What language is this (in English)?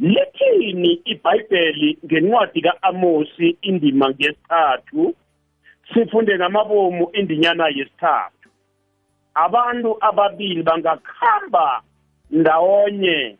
South Ndebele